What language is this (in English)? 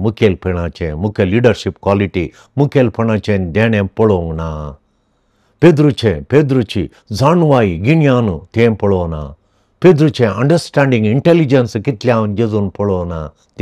Konkani